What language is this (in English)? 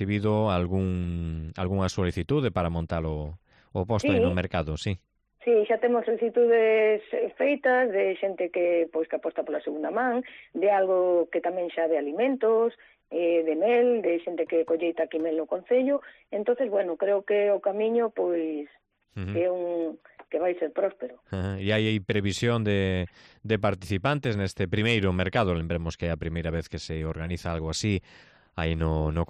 Galician